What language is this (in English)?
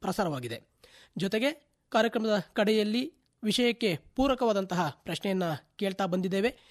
Kannada